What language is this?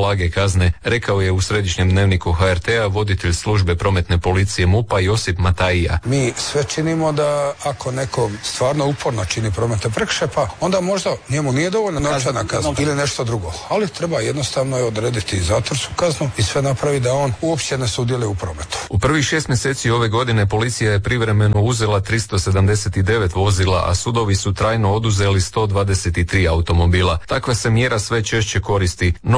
Croatian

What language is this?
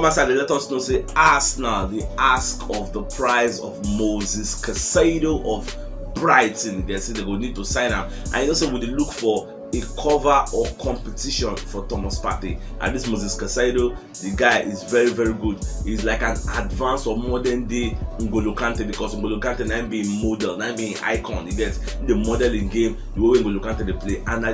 Nigerian Pidgin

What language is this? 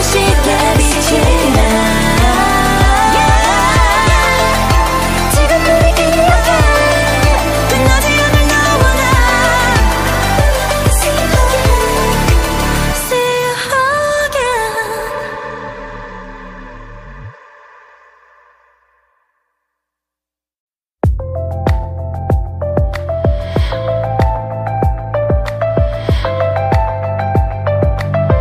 Korean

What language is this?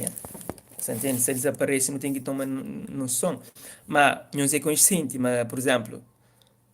Kabuverdianu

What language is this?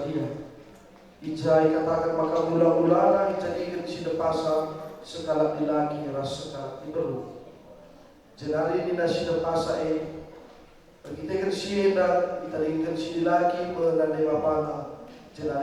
Batak Karo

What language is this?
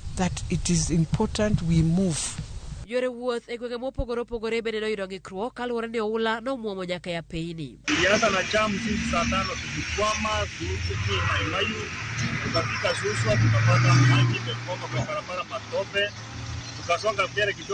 Luo (Kenya and Tanzania)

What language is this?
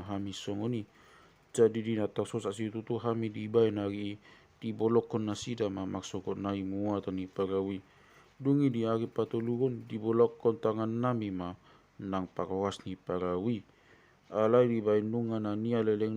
Batak Toba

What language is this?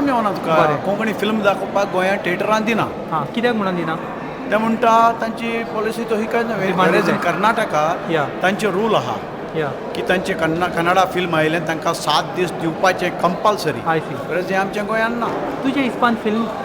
Konkani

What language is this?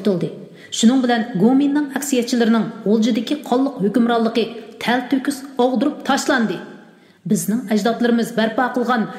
Uyghur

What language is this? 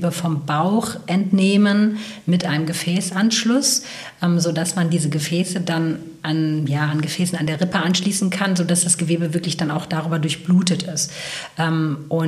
German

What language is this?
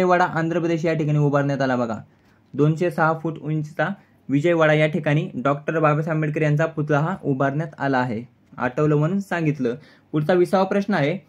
Marathi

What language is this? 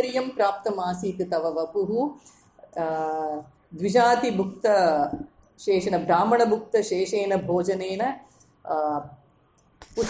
Sanskrit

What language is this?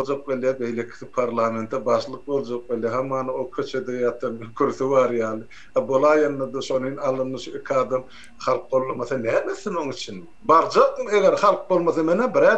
Turkmen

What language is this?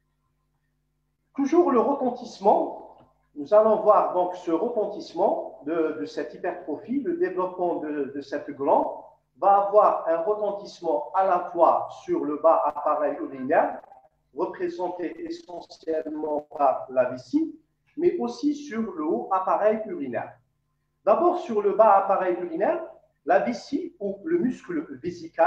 French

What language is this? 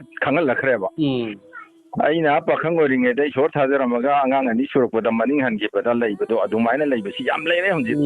Manipuri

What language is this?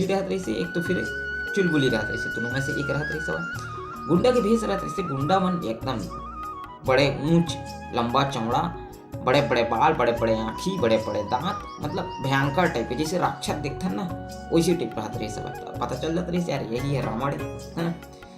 Chhattisgarhi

